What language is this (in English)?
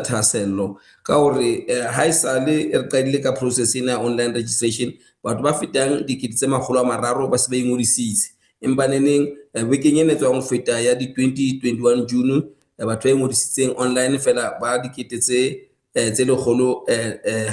Southern Sotho